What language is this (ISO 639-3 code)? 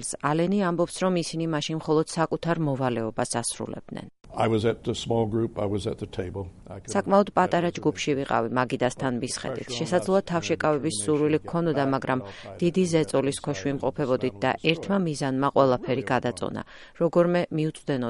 kat